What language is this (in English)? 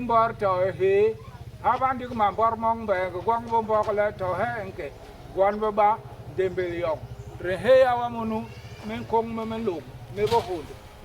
Basaa